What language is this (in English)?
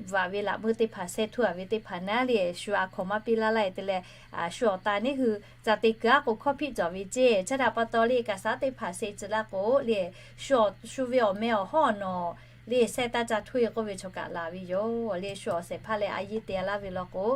Lahu